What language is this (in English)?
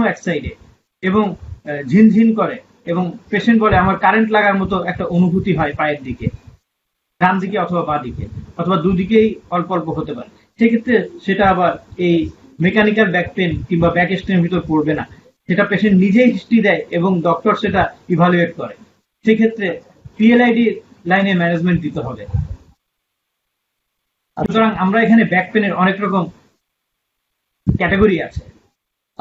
Bangla